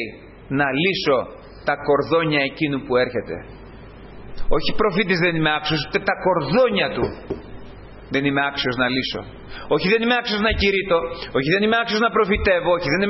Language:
Greek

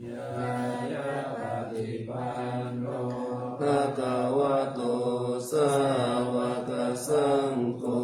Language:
Pali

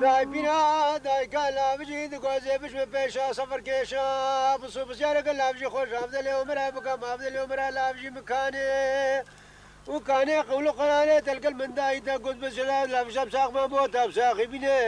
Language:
Kurdish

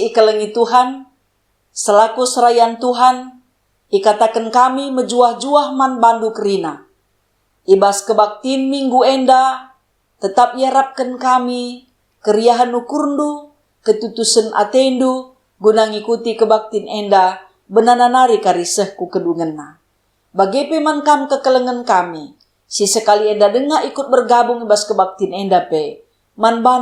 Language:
Batak Karo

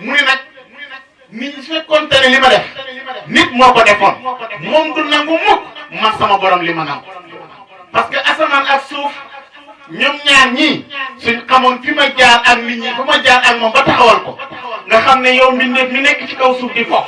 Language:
Wolof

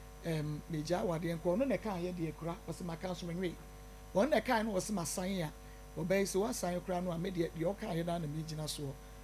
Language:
Akan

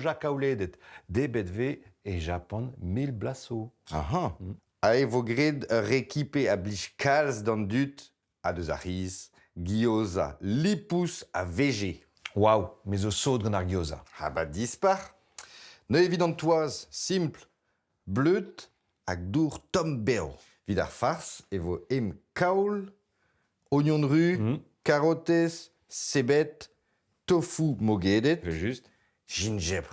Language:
Breton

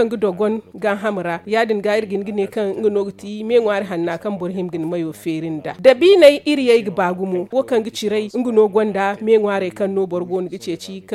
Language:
Zarma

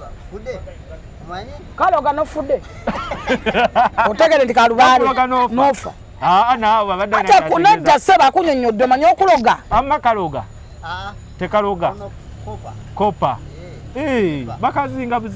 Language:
Ganda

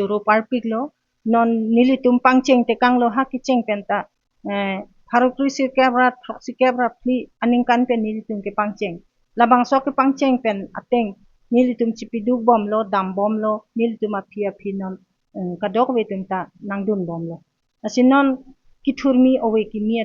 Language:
Karbi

